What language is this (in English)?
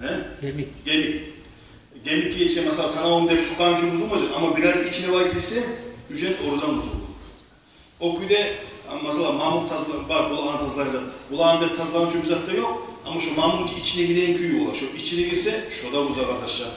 Kumyk